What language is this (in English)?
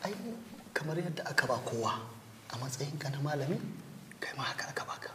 Hausa